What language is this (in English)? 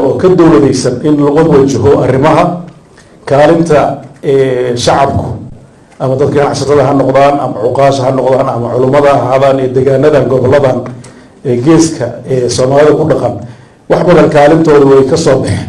Somali